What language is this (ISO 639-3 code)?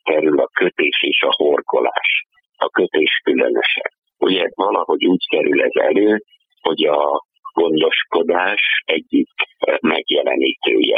hun